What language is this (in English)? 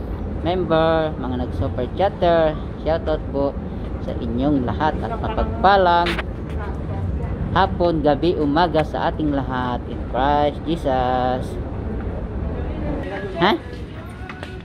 Filipino